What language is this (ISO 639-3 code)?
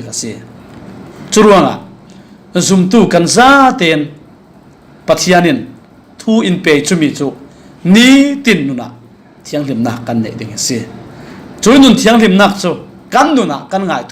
cfm